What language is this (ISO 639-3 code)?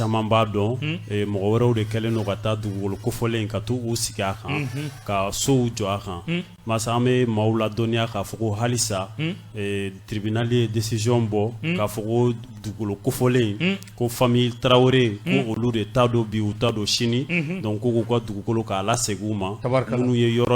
bam